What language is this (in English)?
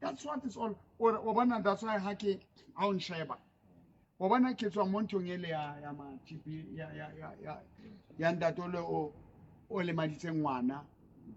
Southern Sotho